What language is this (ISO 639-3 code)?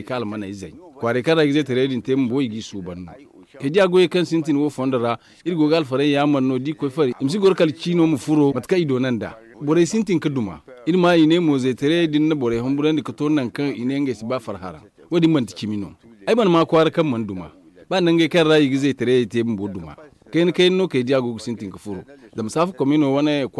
dje